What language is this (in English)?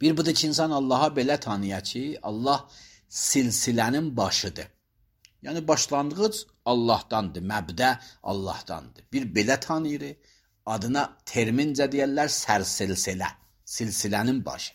Azerbaijani